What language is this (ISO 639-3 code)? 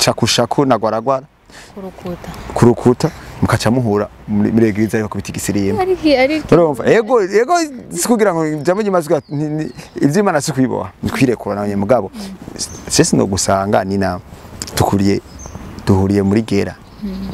run